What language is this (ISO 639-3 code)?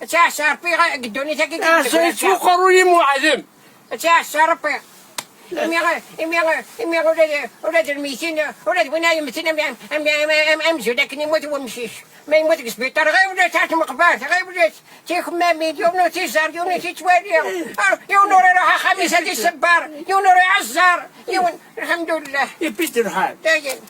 kab